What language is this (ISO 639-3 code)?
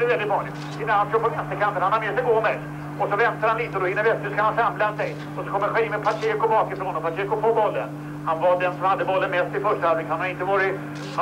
swe